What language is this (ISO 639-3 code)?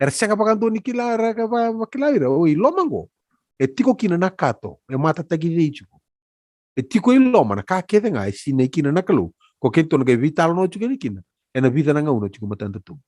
fij